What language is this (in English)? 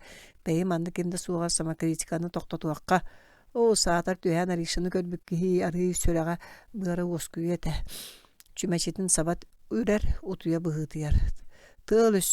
Yakut